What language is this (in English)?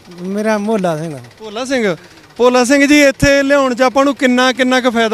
Punjabi